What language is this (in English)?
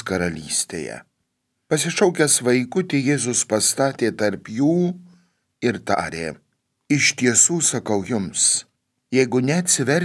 Lithuanian